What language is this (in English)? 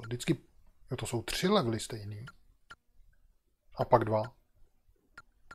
Czech